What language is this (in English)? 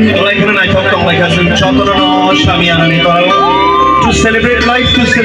Kok Borok